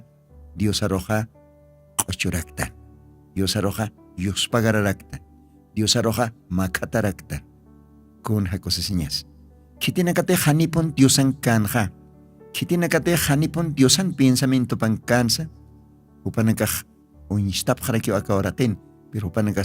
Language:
Aymara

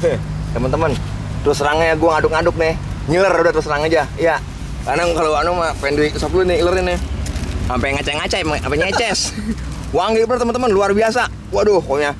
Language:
Betawi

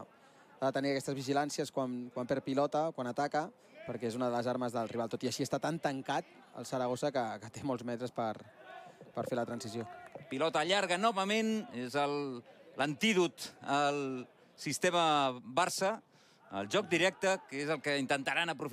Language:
Catalan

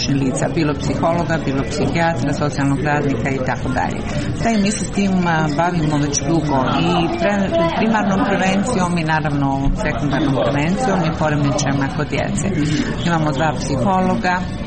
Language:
Croatian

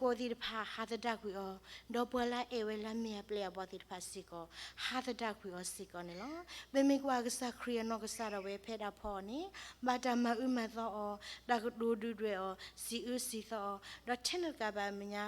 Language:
S'gaw Karen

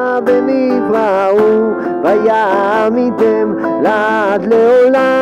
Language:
Hebrew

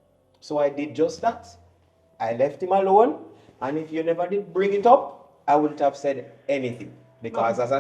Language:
Jamaican Creole English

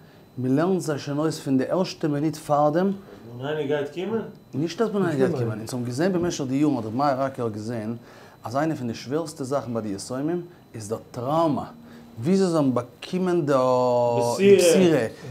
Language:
Yiddish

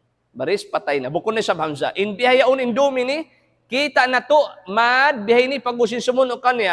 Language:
Tausug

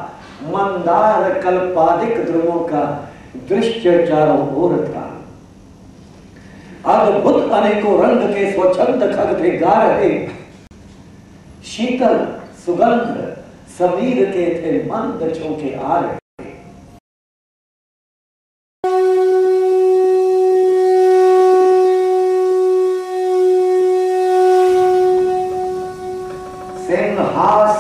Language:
Hindi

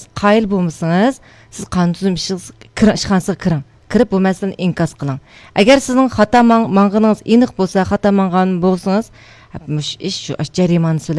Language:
Uyghur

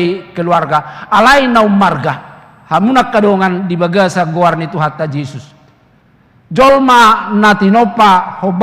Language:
Batak Toba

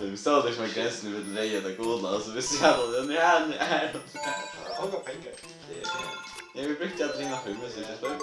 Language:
Faroese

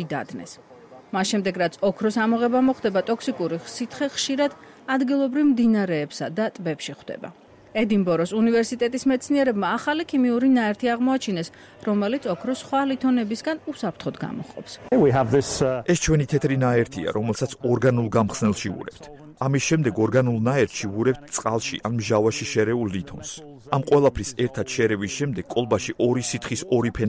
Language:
Georgian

